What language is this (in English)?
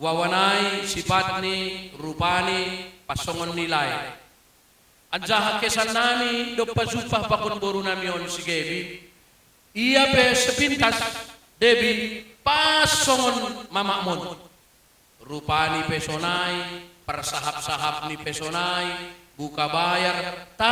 Batak Simalungun